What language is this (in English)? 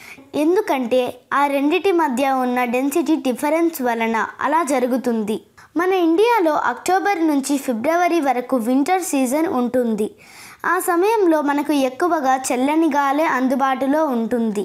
Telugu